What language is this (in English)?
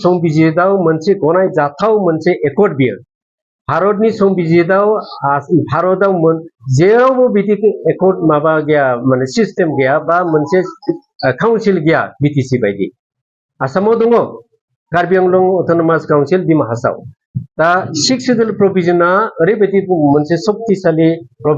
Bodo